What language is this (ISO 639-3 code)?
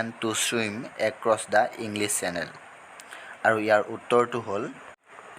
asm